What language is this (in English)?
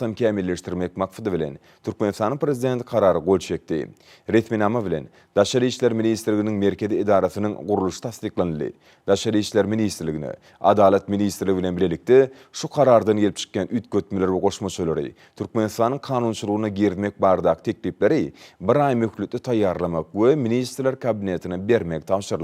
Turkmen